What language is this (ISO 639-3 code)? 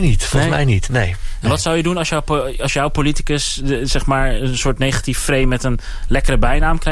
nld